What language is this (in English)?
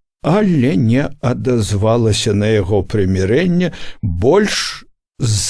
Belarusian